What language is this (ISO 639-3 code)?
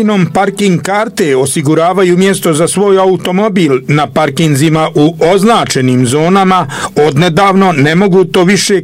bos